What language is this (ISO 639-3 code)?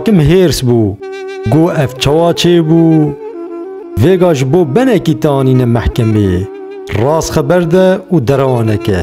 kur